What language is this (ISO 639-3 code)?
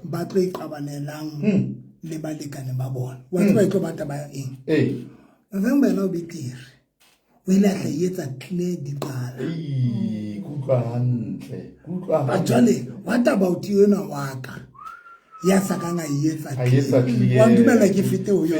sot